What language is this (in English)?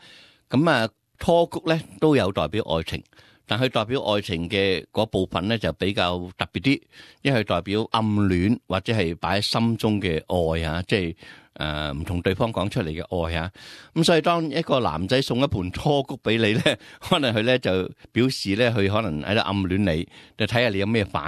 Cantonese